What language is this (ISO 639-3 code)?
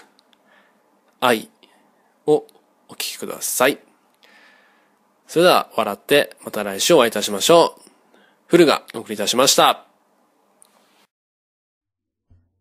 jpn